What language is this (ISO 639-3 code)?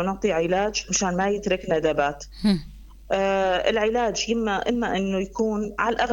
apc